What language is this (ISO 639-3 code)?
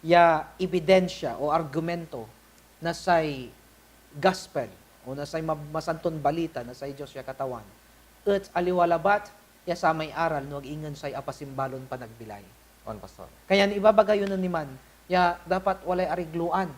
pag